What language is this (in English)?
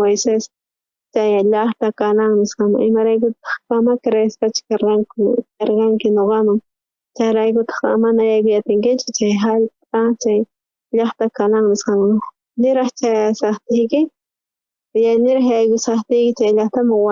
South Bolivian Quechua